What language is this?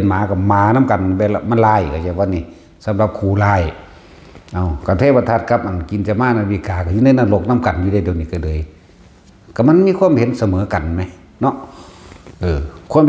Northeastern Thai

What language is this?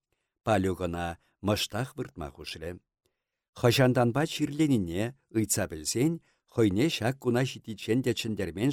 Chuvash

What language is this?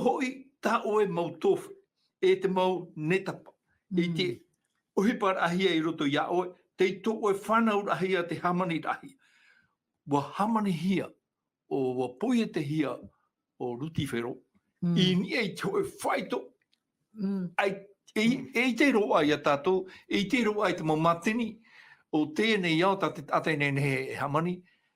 Tahitian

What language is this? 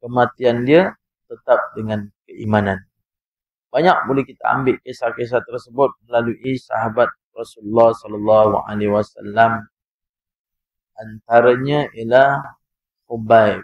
Malay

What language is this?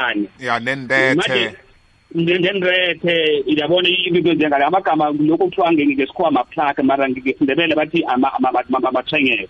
South Ndebele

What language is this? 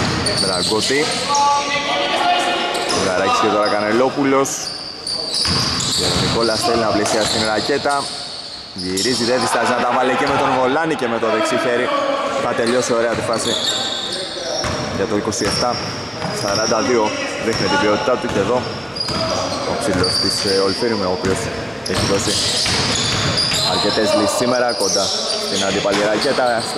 Greek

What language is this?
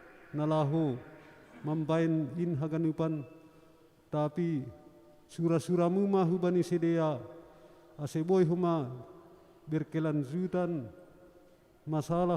Batak Simalungun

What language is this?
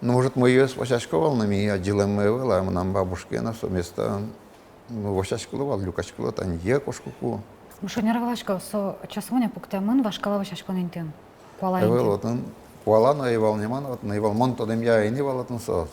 Udmurt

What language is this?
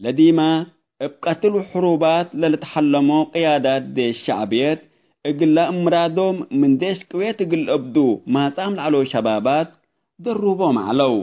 Tigre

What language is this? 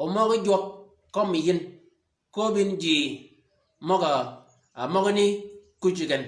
Shilluk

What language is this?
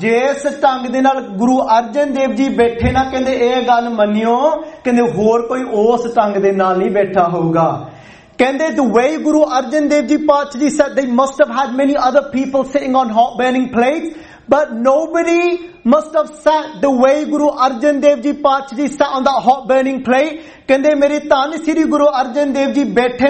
Punjabi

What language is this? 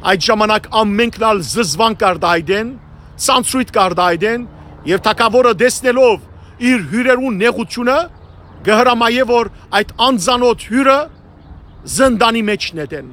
Western Armenian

